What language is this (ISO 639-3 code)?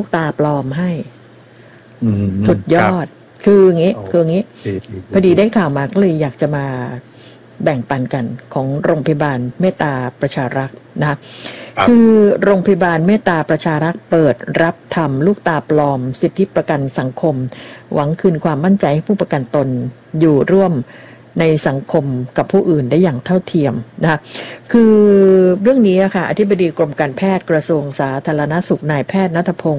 tha